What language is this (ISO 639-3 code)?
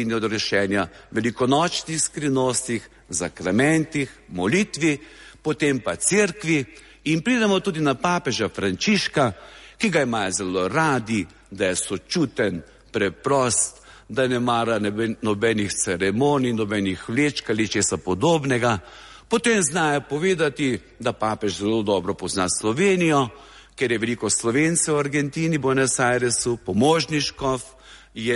slv